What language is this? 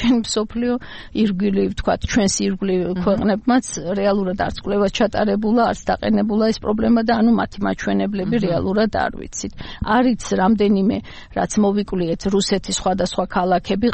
Georgian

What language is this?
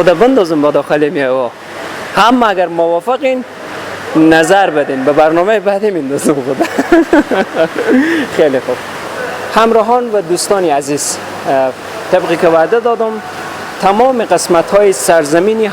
Persian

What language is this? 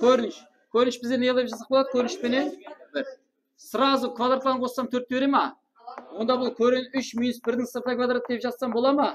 Kara-Kalpak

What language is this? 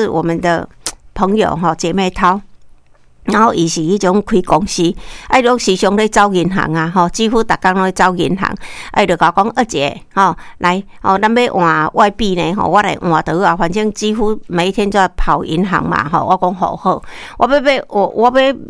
Min Nan Chinese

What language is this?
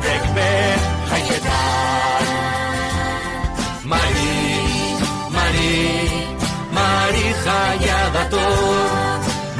Basque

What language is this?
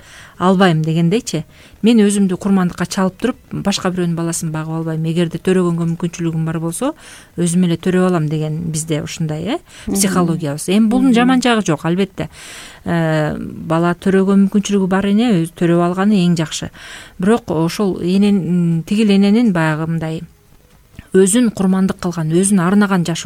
Kyrgyz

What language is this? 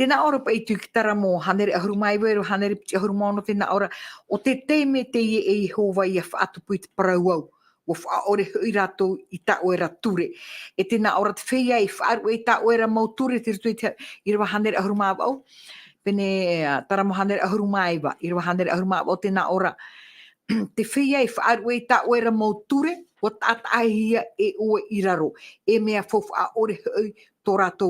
Tahitian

